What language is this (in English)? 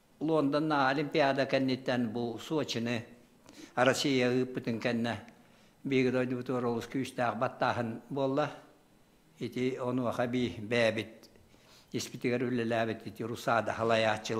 Yakut